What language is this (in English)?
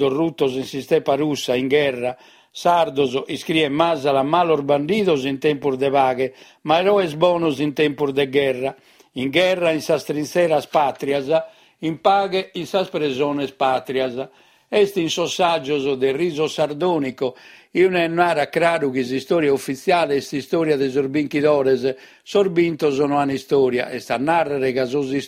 Sardinian